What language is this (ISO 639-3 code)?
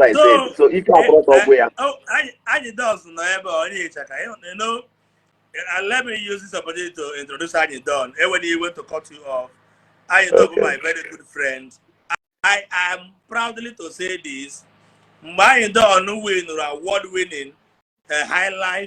ibo